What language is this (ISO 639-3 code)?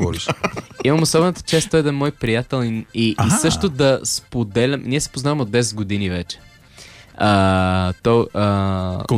bul